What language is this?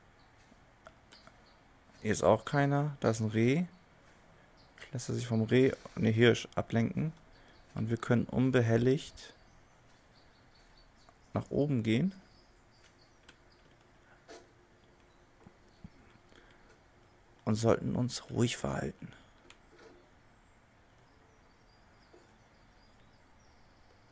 German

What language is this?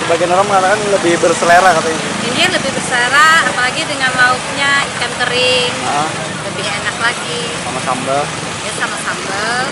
Banjar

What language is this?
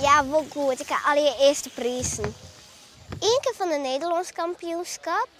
Western Frisian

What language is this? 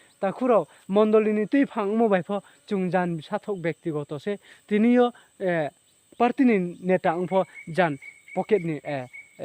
Riang (India)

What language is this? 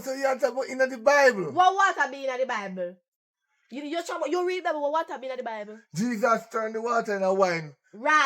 Jamaican Creole English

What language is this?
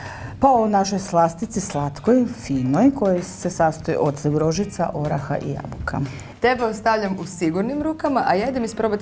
Croatian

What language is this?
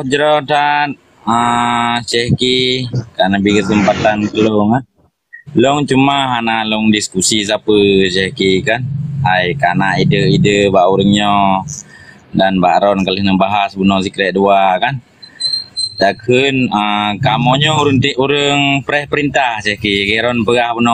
Achinese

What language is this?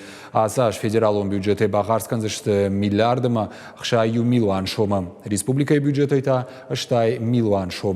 Ossetic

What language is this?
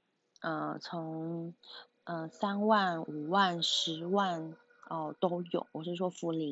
Chinese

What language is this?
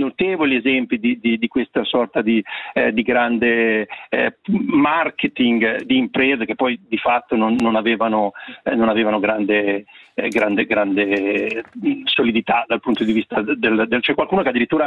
Italian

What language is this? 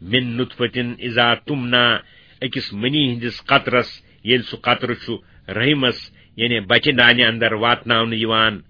Kashmiri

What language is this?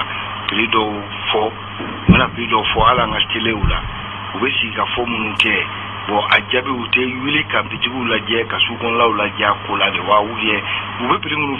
Bambara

